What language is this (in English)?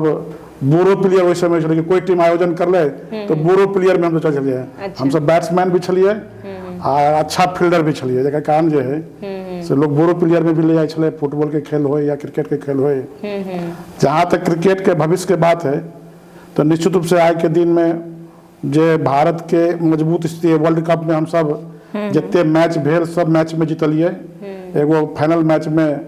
Maithili